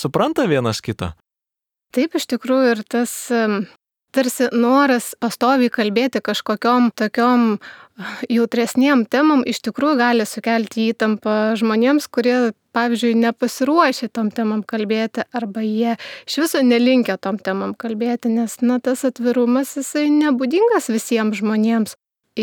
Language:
Lithuanian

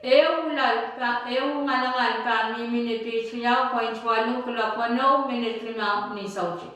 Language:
Pohnpeian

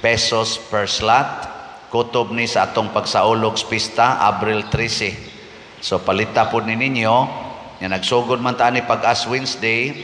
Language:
Cebuano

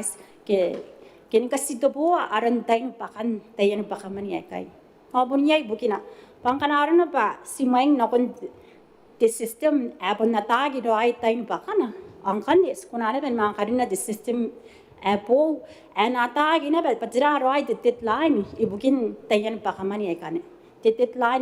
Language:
Gilbertese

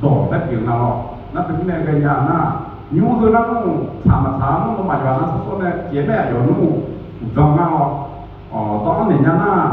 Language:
Akha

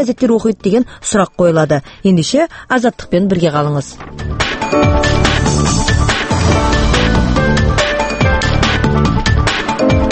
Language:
Kazakh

